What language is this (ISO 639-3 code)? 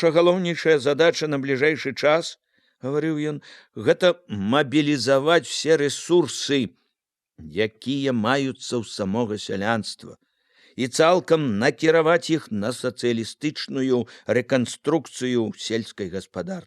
bel